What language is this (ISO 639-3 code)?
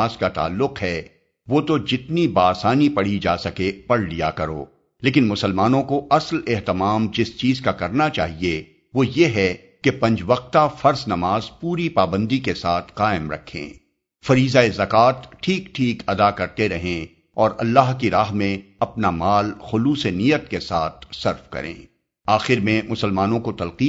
urd